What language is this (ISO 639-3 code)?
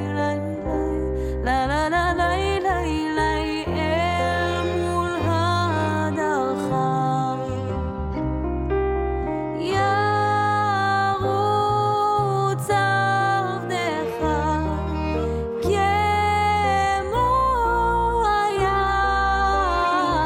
est